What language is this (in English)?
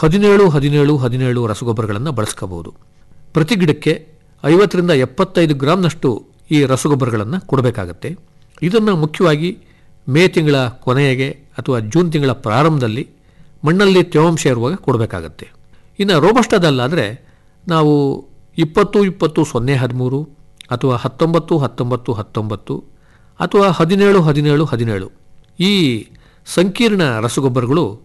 Kannada